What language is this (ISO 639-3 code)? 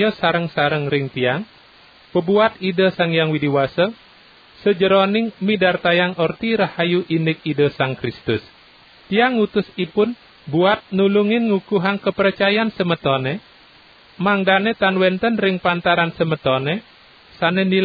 ban